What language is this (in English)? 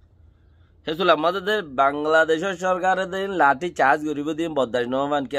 Rohingya